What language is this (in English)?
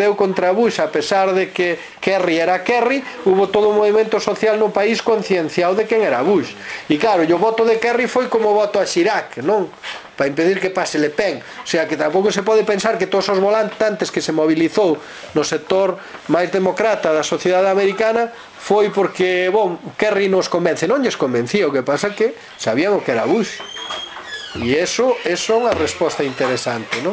Galician